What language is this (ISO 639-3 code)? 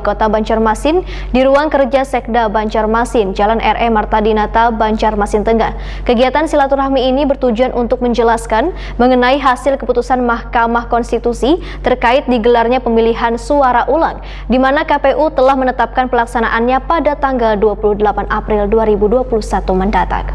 bjn